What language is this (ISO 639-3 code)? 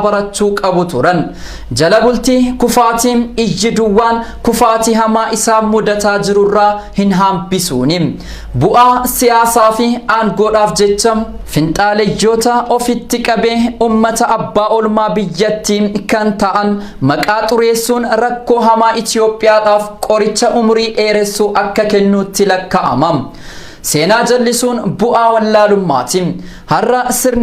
orm